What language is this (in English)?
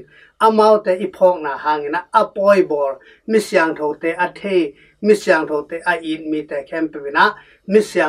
Tedim Chin